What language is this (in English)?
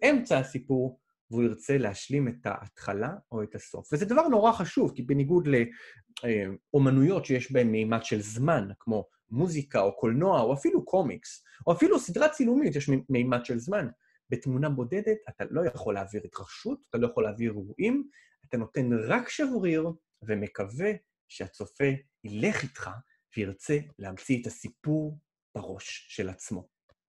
Hebrew